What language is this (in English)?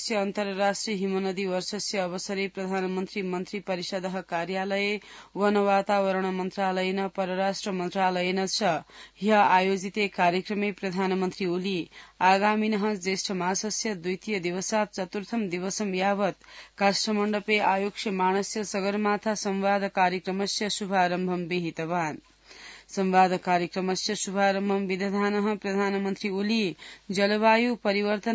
Sanskrit